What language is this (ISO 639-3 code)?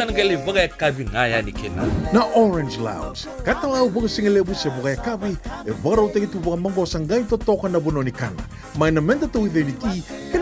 fij